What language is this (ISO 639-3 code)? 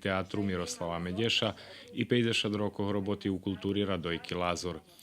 rue